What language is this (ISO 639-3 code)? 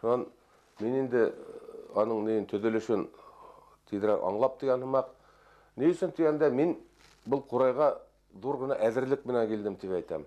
bak